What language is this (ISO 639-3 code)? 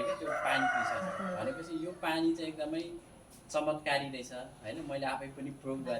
nep